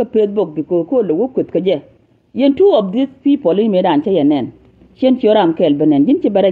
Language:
Nuer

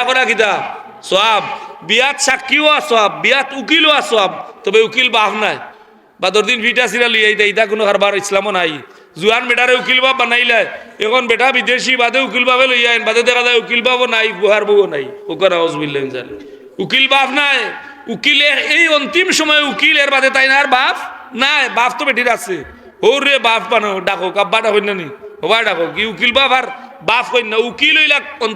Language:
Sylheti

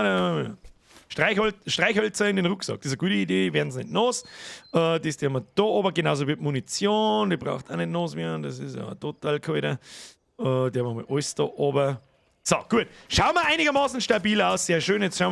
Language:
Bavarian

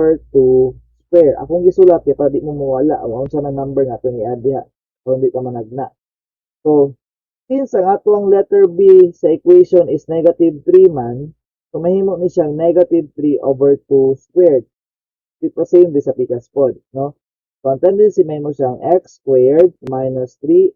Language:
Cebuano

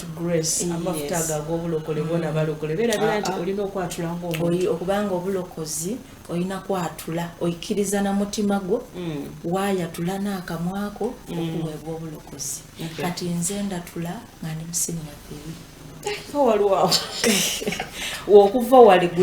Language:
Ganda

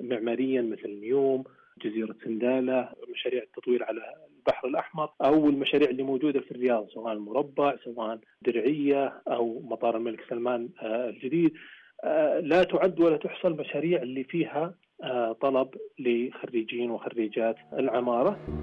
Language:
Najdi Arabic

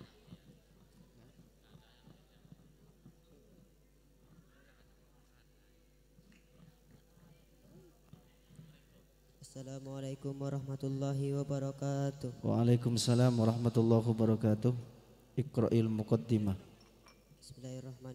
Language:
Indonesian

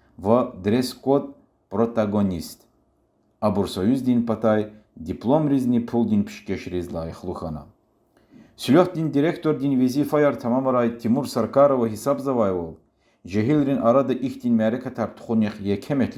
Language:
Lezghian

